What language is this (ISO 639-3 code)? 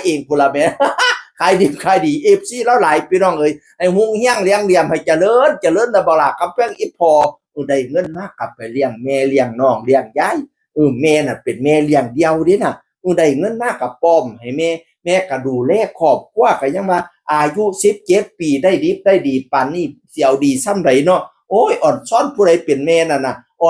tts